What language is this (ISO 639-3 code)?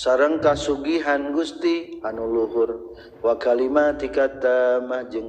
sun